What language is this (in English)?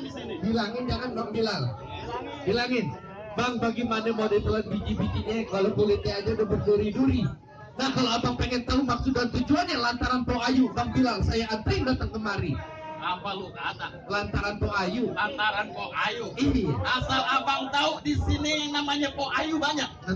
Betawi